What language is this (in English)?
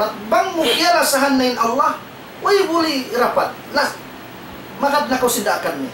Tausug